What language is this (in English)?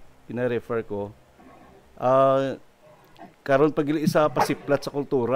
Hiligaynon